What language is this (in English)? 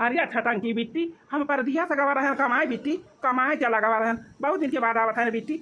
Awadhi